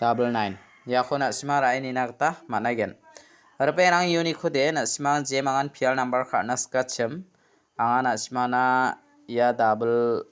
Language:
Garo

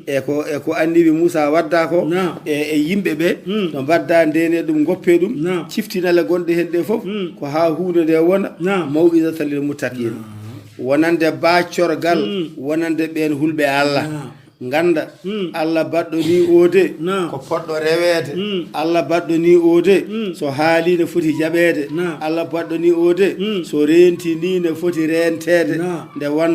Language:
Fula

